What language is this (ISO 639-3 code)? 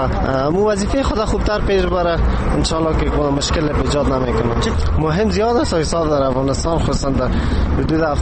fas